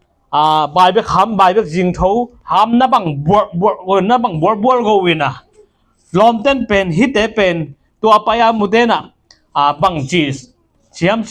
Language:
Tedim Chin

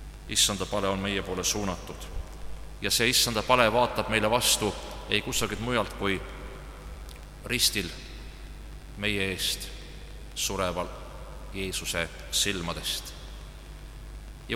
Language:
Estonian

